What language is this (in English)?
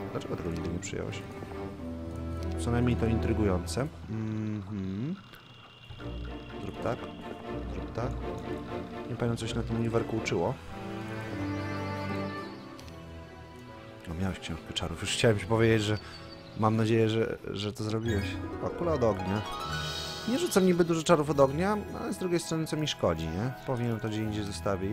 Polish